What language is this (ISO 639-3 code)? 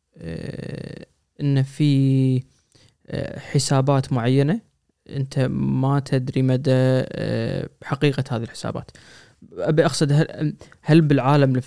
afb